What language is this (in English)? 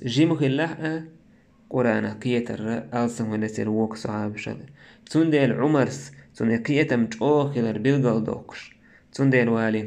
Chechen